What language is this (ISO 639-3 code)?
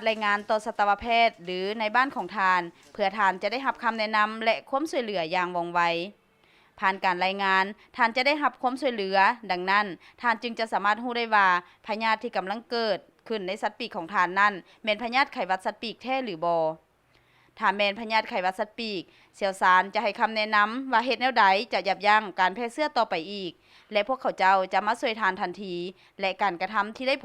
lao